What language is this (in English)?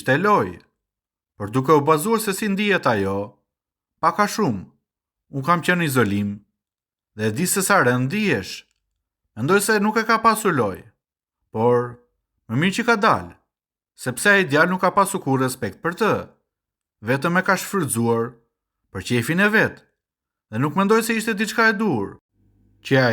Albanian